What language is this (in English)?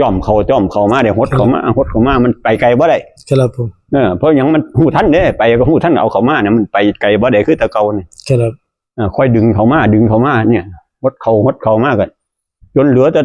Northeastern Thai